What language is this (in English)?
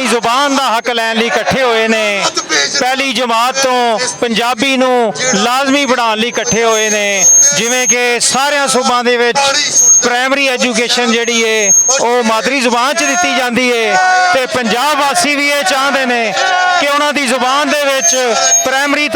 Western Panjabi